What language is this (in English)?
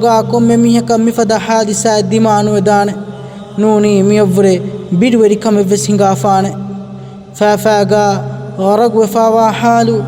Divehi